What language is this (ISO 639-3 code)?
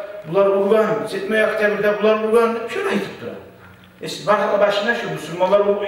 kum